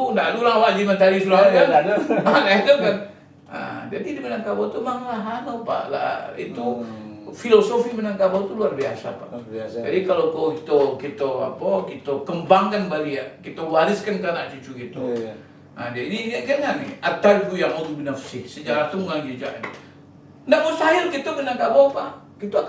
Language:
Minangkabau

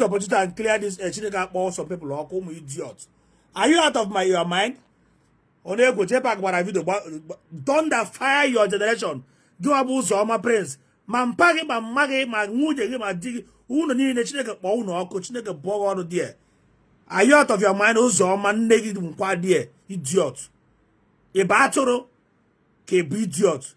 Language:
Igbo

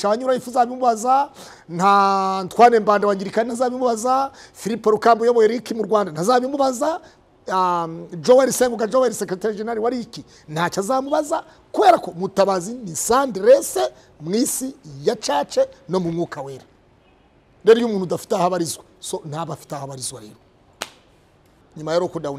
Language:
Kinyarwanda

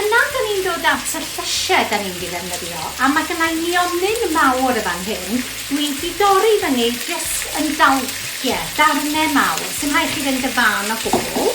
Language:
Welsh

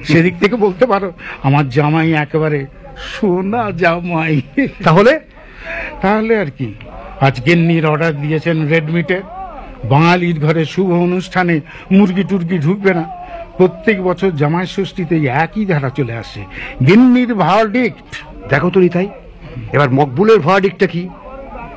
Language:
Bangla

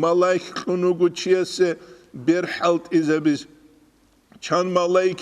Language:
Avaric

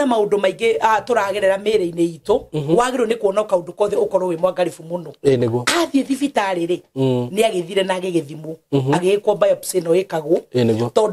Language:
Kikuyu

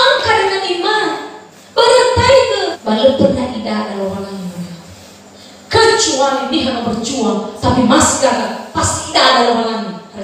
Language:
Nias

